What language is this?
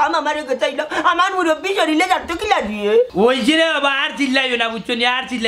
Sylheti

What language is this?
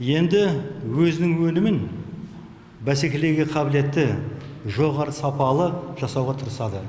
Kazakh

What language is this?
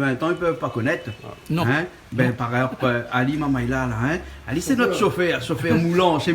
Réunion Creole French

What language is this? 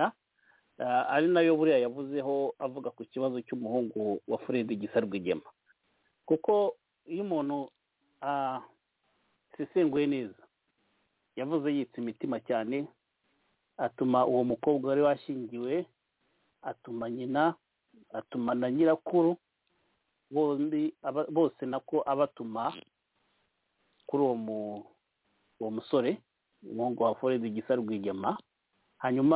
Kinyarwanda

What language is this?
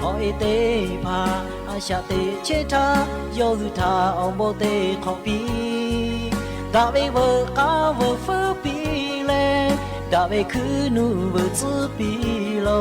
Lahu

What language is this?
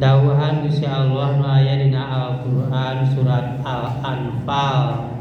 Sundanese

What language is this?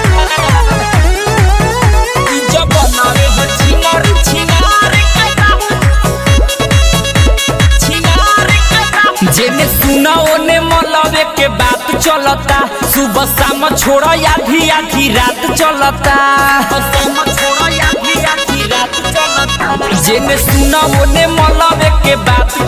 Bhojpuri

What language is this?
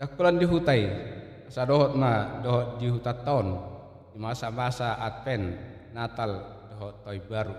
Batak Toba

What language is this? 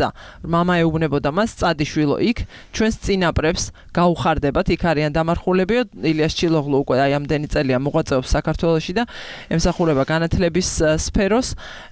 Georgian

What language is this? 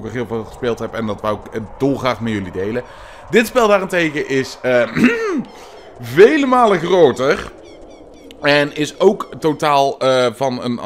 Dutch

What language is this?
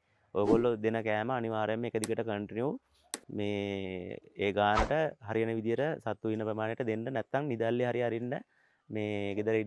Sinhala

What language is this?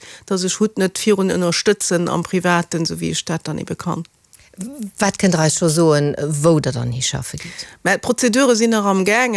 Luxembourgish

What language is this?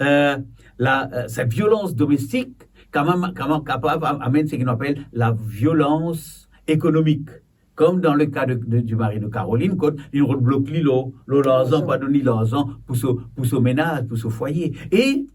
Morisyen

